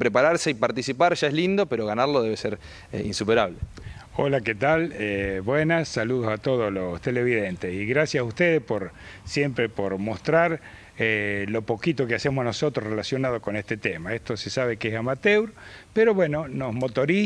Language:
Spanish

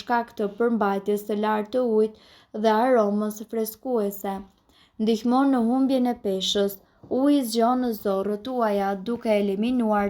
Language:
Albanian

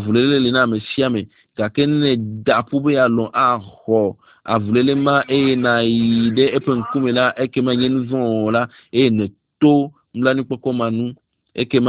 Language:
Ewe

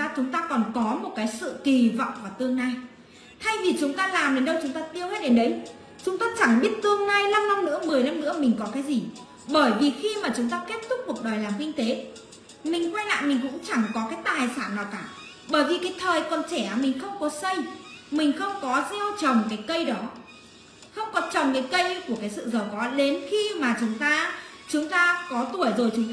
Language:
Vietnamese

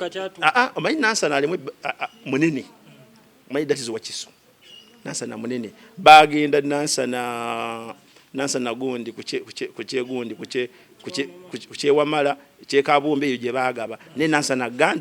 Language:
Ganda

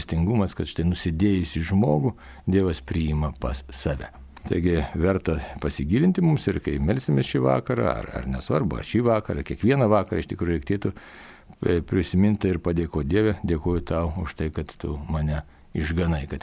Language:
Lithuanian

